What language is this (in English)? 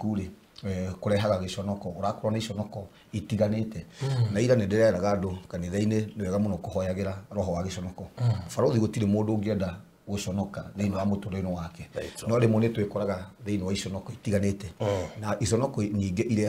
Kikuyu